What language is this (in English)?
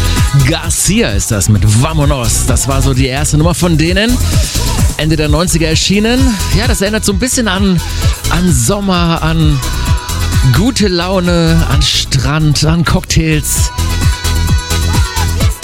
German